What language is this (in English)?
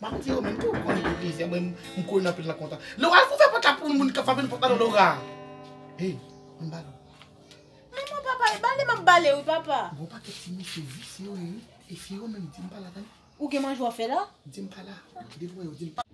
Haitian Creole